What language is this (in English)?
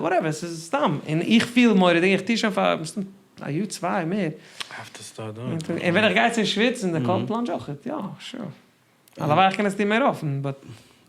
Yiddish